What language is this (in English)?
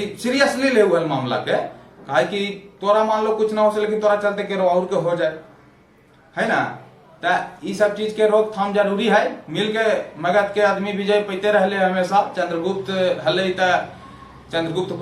Magahi